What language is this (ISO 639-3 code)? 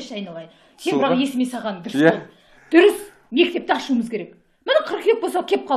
kaz